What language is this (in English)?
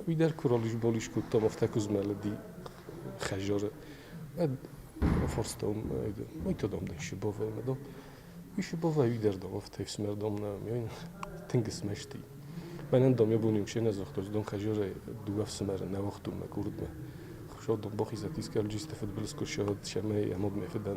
Ossetic